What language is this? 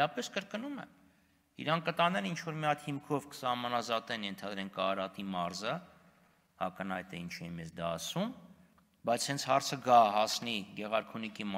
Armenian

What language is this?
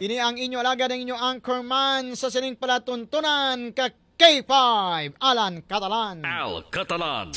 Hiligaynon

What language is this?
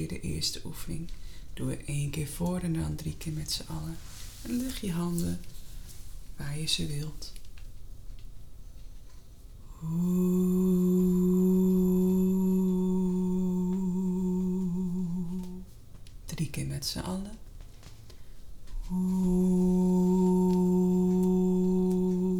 Dutch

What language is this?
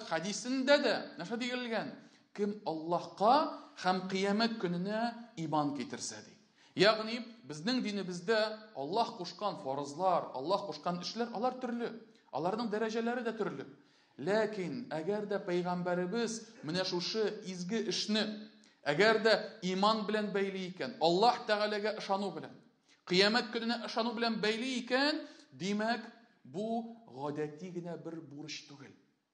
Tatar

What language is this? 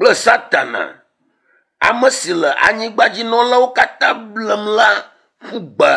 Ewe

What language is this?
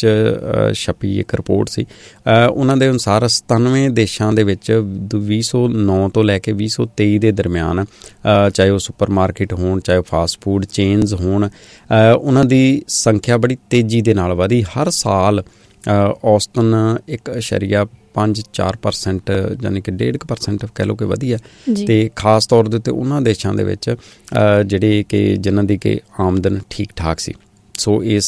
Punjabi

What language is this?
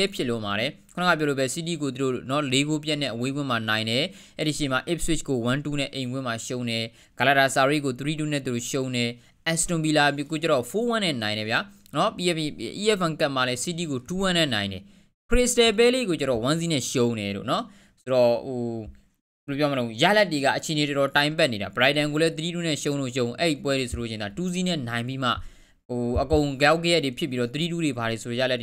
Burmese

